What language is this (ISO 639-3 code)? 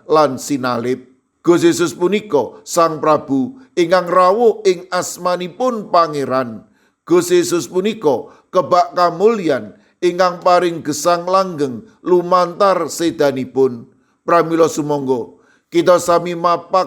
jav